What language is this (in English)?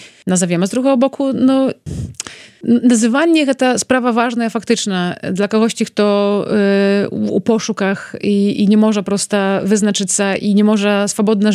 Belarusian